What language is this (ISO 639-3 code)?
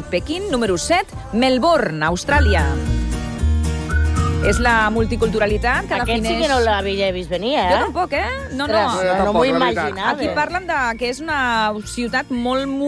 cat